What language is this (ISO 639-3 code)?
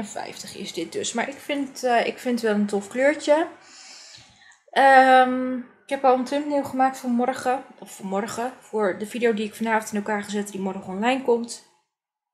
nld